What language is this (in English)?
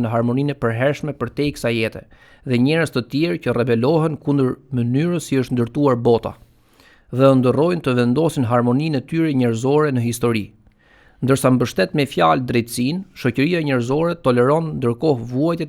Albanian